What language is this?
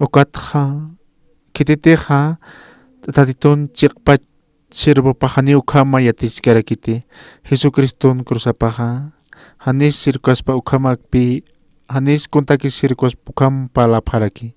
Aymara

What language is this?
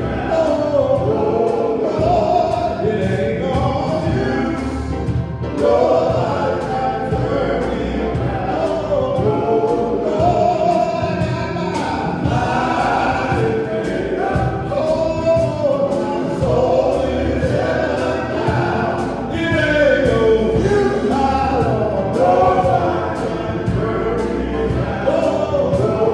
English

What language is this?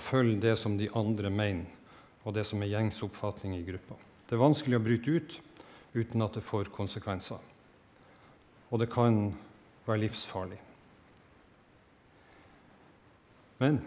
Norwegian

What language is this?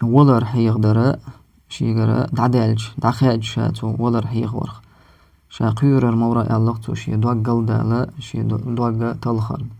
Chechen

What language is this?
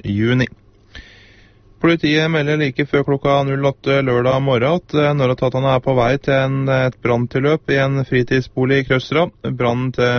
Norwegian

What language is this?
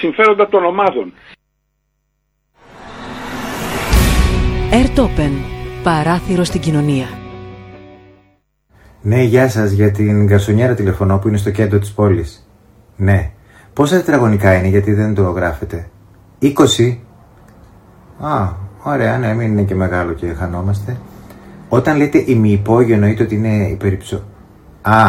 Greek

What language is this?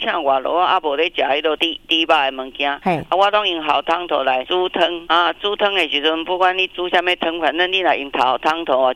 Min Nan Chinese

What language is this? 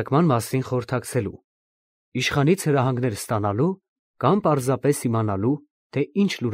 Armenian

